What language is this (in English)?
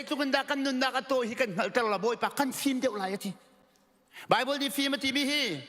Hakha Chin